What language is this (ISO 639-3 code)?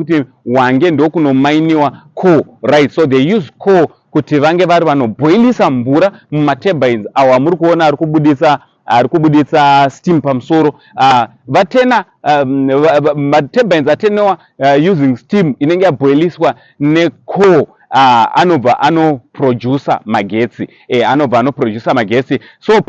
sna